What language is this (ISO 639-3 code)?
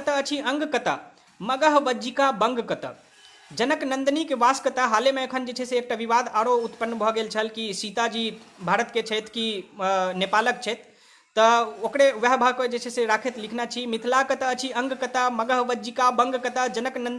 mai